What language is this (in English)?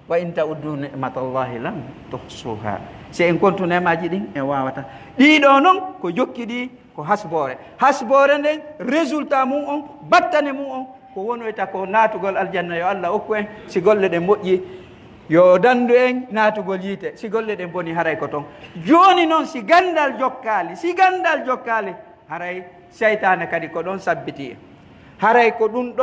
Pular